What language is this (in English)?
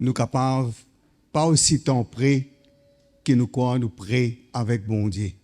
Morisyen